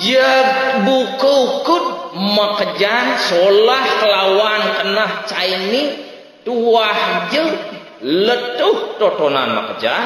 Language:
Balinese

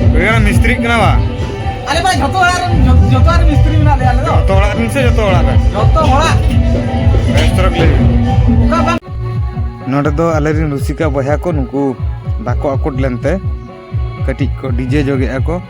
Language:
Santali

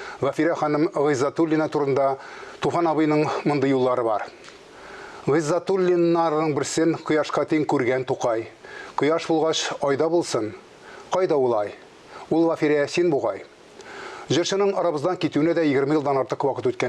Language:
Tatar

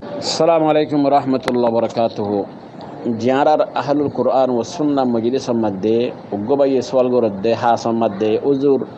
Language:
Rohingya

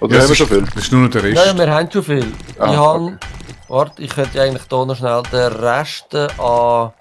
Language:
Swiss German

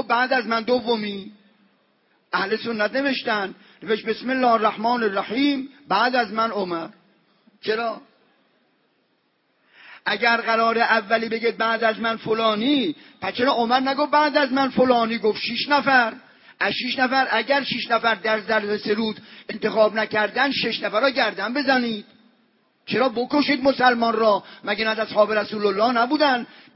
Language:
Persian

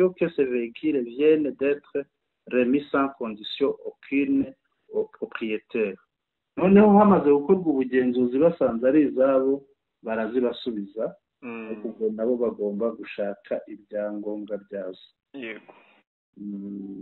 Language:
Kinyarwanda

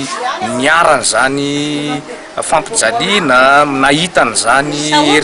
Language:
Malagasy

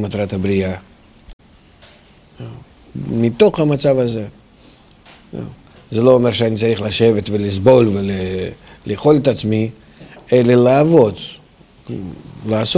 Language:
Hebrew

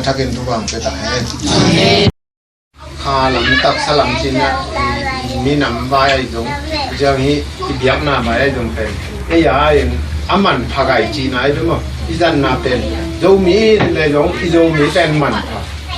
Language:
Tedim Chin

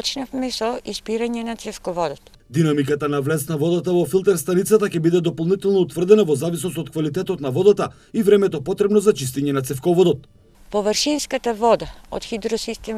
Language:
Macedonian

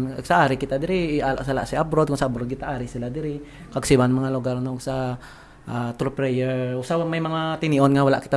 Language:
Hiligaynon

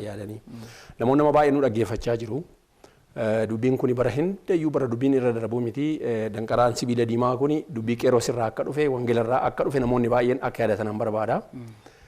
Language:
Oromo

